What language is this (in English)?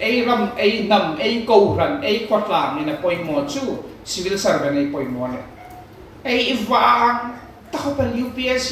Hmar